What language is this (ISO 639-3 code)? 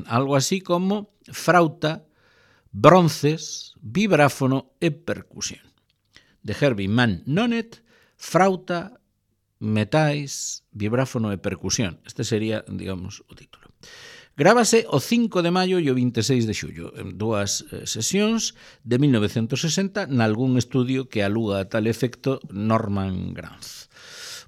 glg